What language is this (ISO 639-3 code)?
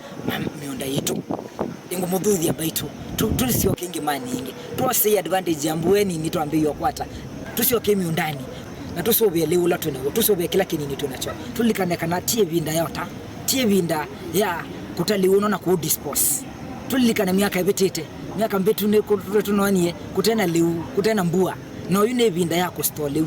kam